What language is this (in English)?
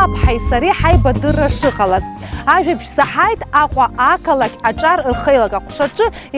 Abkhazian